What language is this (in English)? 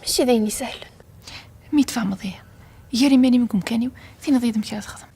Kabyle